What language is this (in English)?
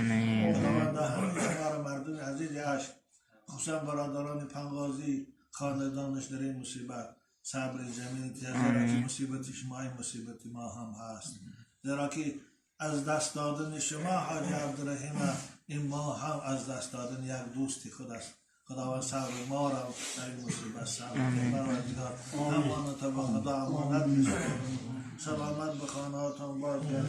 Tajik